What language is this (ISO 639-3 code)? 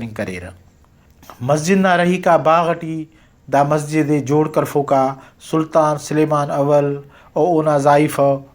brh